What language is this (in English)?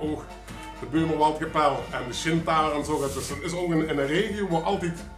Limburgish